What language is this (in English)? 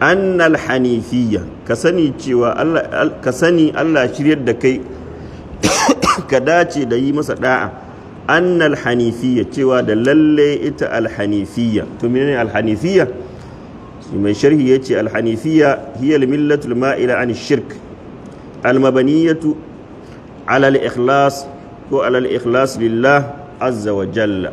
Hausa